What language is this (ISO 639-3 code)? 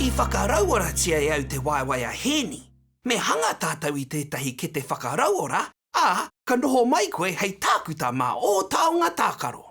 mri